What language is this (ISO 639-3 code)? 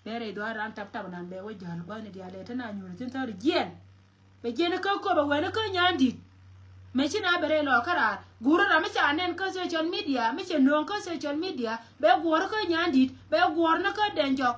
nus